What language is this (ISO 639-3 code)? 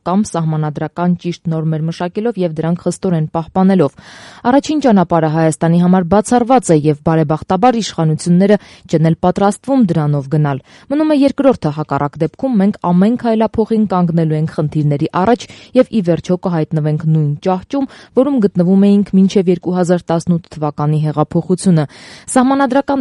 hye